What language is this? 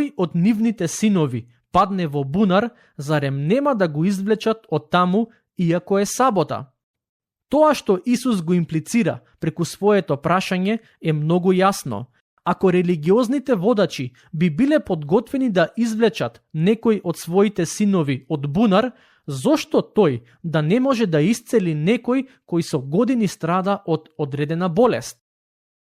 Macedonian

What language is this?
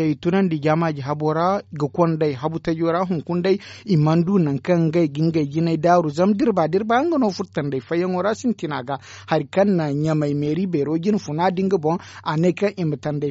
Zarma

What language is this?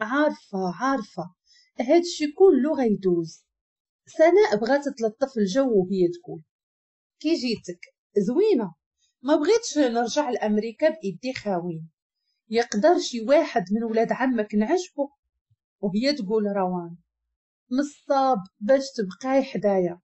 Moroccan Arabic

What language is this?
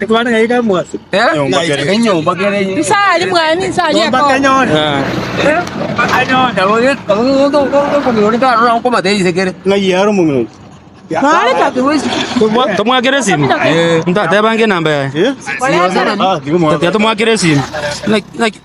Gusii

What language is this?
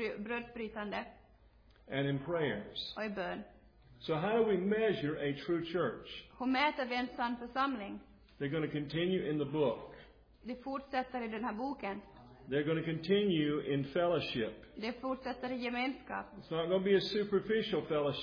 Swedish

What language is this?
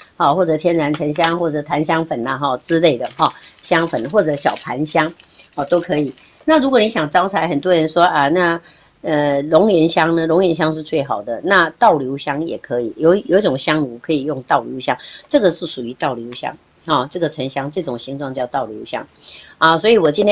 Chinese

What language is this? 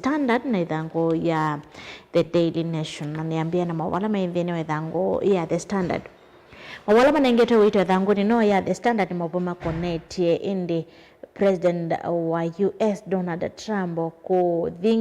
Kamba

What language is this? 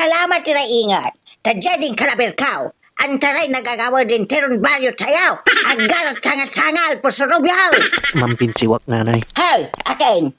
Pangasinan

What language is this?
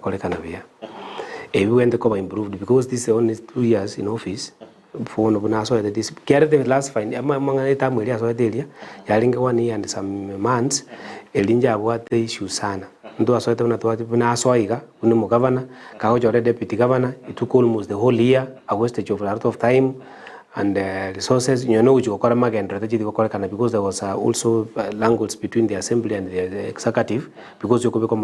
Gusii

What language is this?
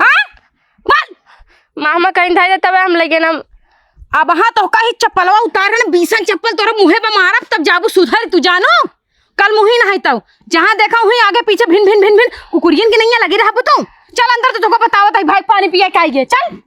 Awadhi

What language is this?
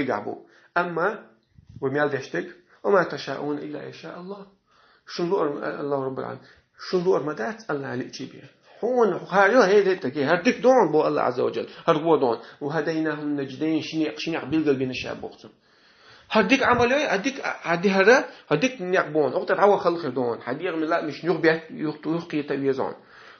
Chechen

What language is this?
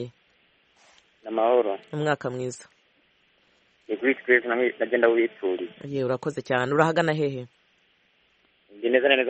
Kinyarwanda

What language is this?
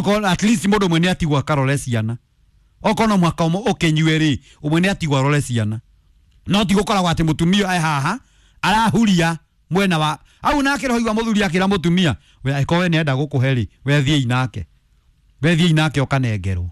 Kikuyu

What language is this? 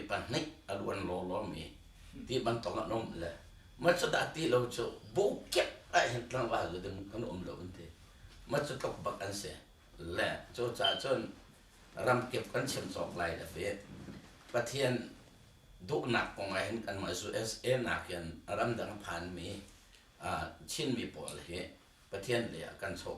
Hakha Chin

